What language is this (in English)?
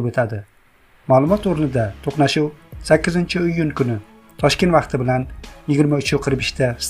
Uzbek